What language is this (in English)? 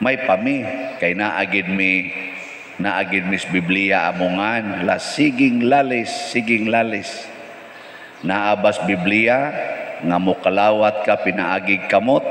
Cebuano